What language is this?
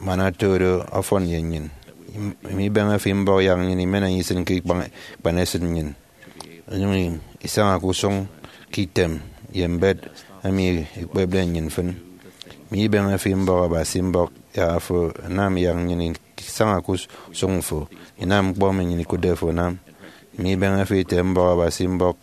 Efik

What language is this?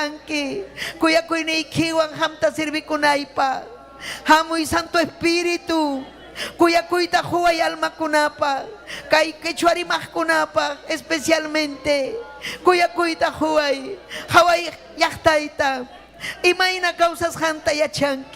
Ayacucho Quechua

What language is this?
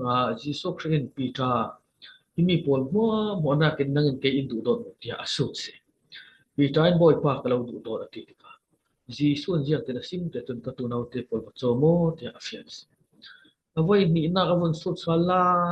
Falam Chin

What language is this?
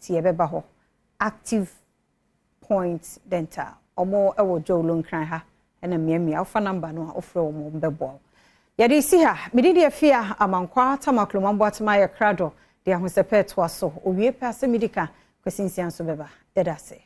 Akan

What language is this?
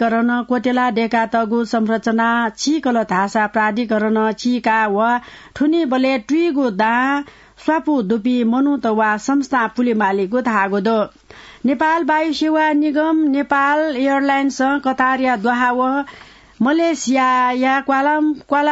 Newari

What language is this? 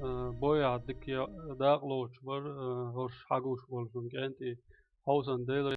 Chechen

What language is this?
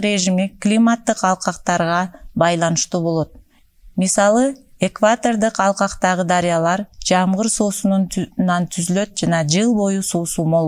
Kyrgyz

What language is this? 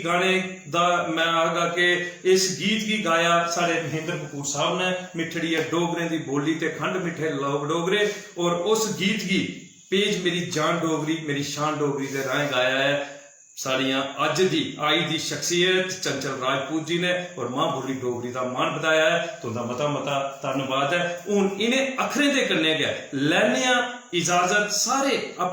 Dogri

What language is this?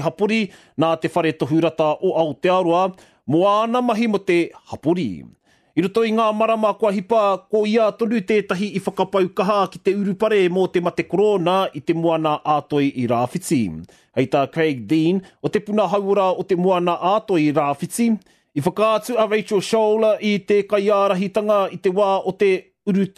Māori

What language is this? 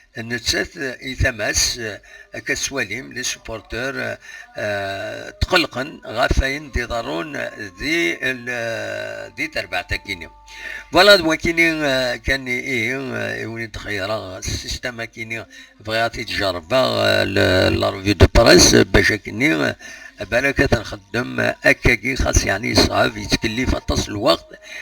Kabyle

